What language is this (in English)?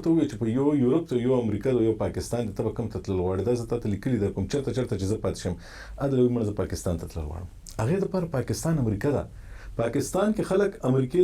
Pashto